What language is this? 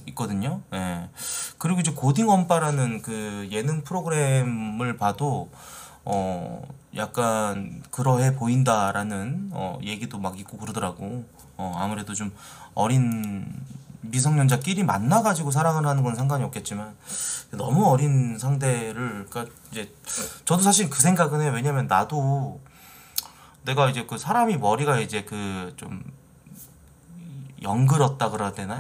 Korean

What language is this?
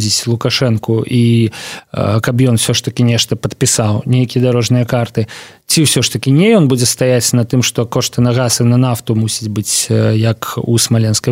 Belarusian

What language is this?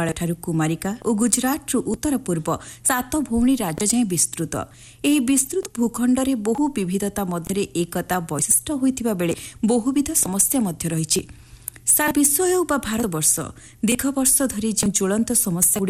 Odia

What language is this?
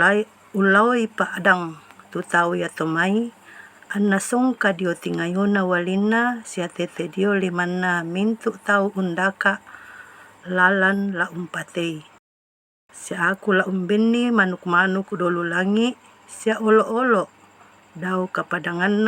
Toraja-Sa'dan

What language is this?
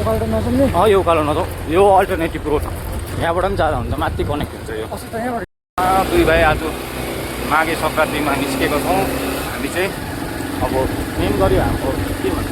Nepali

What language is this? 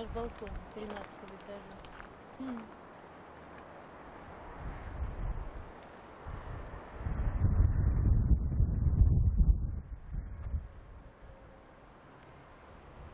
Russian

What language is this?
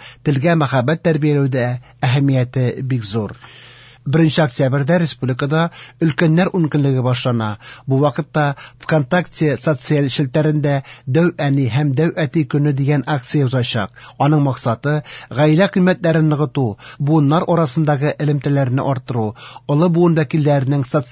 Tatar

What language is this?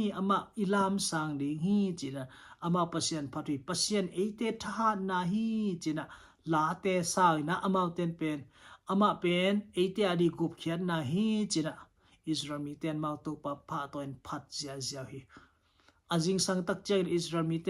Tedim Chin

